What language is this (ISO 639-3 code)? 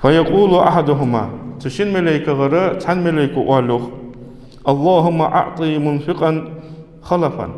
inh